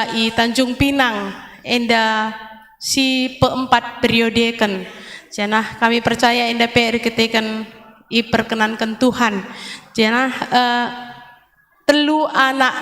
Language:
Batak Karo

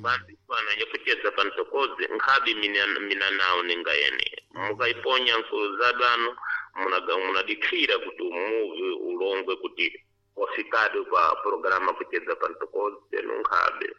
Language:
Sena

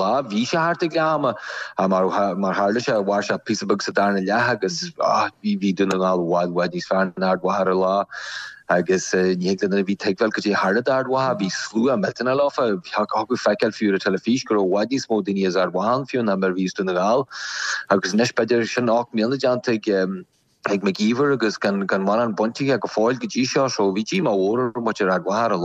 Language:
Irish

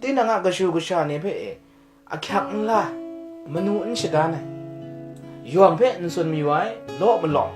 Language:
Kachin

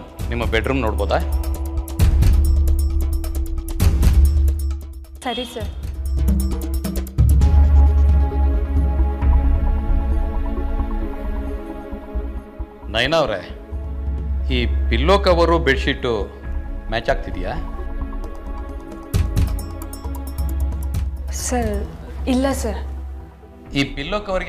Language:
Kannada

